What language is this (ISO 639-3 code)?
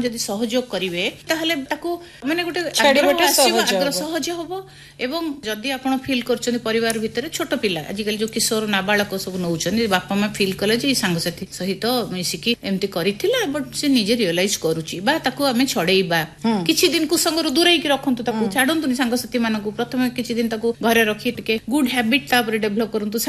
ori